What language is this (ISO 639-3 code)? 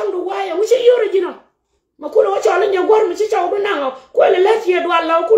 nus